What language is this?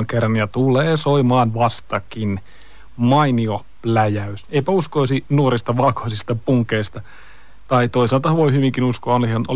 Finnish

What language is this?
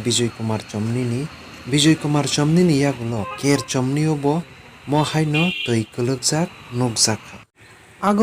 Kok Borok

